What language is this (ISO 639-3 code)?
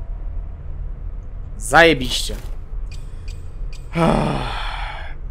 pol